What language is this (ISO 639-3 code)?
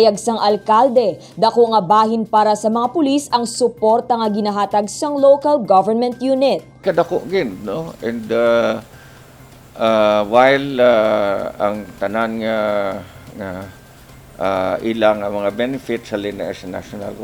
hil